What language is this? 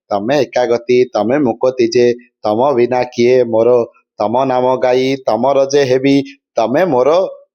Odia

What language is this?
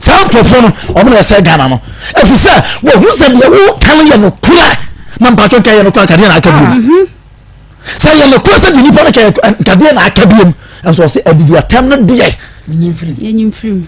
Akan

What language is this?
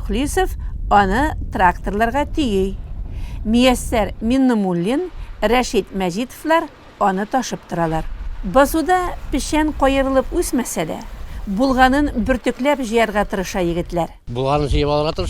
Tatar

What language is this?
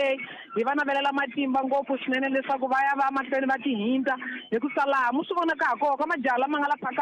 Tsonga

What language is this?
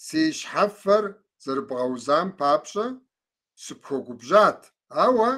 Kabardian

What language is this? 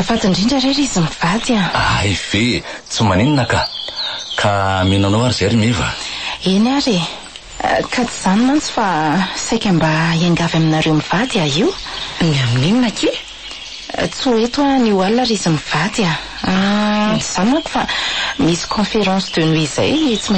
Malagasy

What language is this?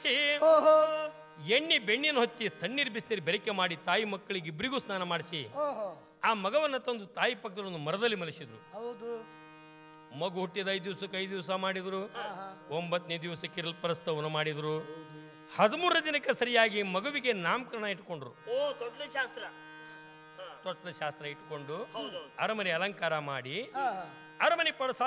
Kannada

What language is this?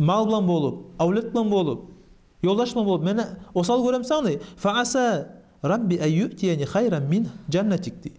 Kumyk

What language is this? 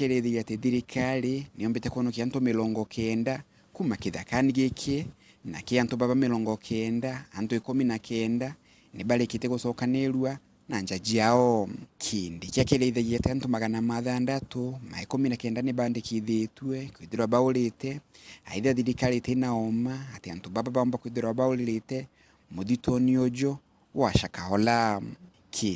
Meru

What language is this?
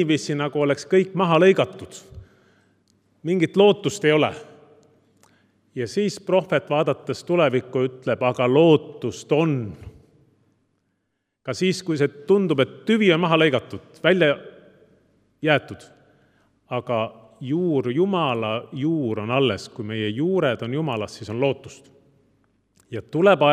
Estonian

